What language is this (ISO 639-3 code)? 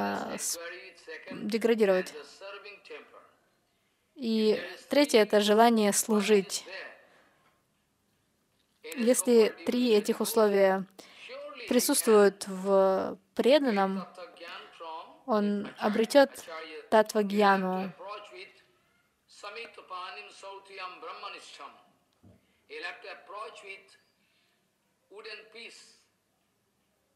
rus